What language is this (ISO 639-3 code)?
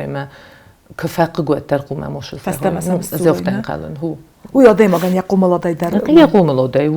oss